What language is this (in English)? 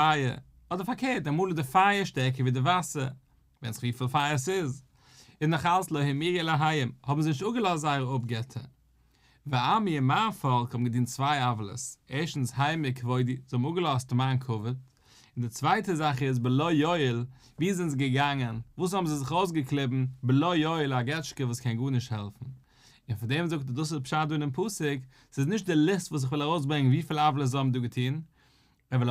Yiddish